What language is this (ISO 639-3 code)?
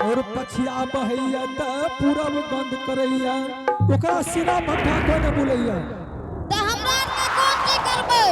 anp